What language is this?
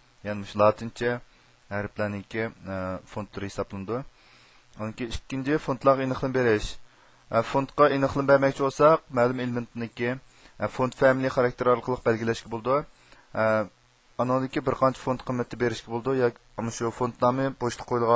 Uyghur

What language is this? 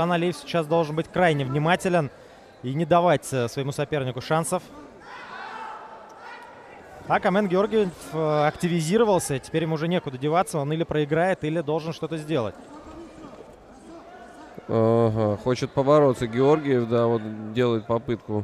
Russian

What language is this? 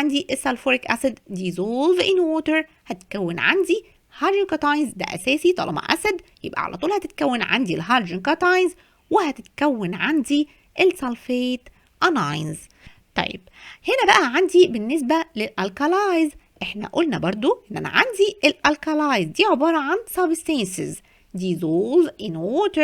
Egyptian Arabic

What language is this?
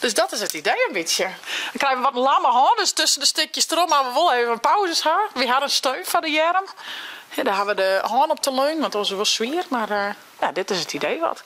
Western Frisian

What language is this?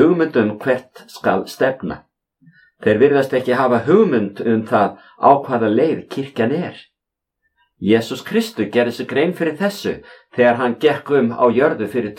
Icelandic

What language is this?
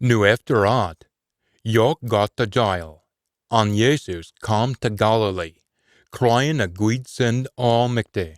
Scots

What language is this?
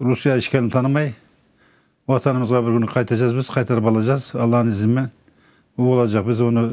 Crimean Tatar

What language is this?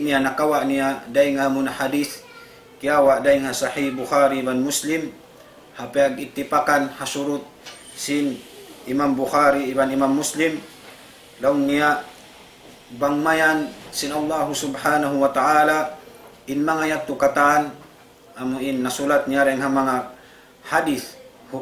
Tausug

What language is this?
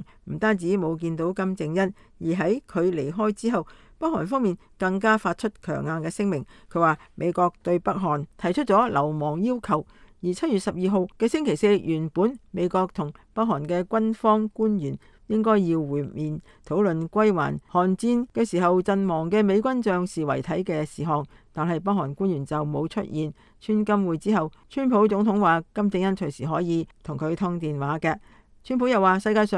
Cantonese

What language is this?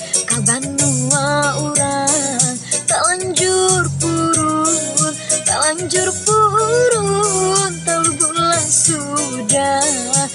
Banjar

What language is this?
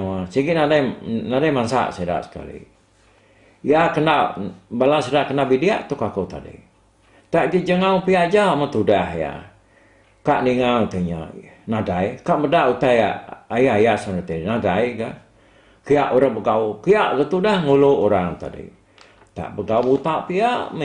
Iban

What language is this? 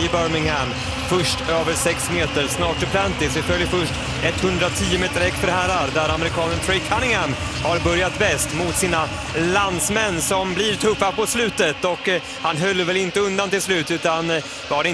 Swedish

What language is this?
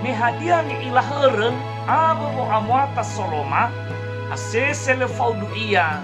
Nias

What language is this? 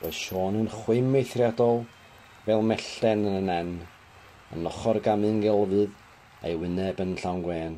Welsh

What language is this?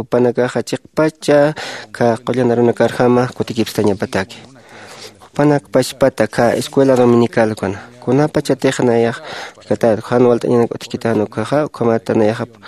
Aymara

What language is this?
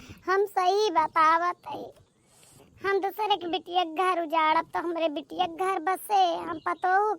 Awadhi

